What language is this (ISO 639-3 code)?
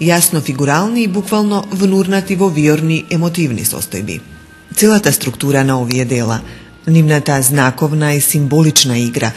mkd